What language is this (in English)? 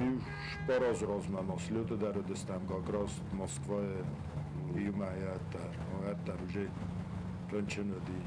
Ossetic